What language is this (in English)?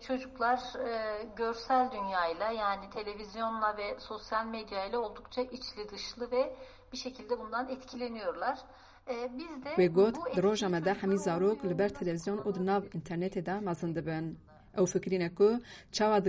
Kurdish